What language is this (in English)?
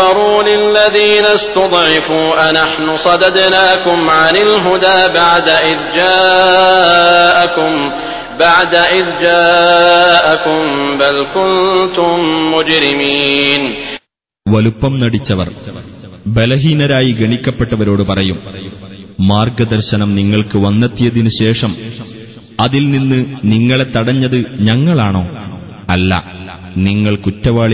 Malayalam